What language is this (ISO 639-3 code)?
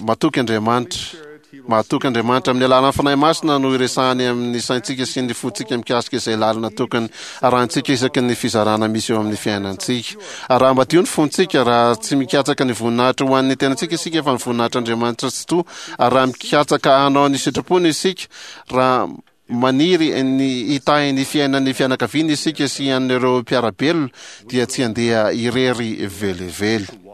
mlg